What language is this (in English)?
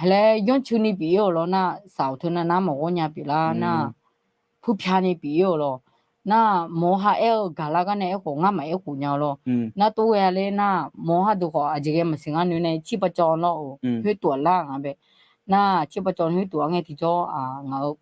Akha